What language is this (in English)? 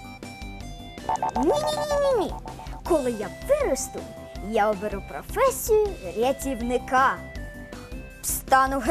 Ukrainian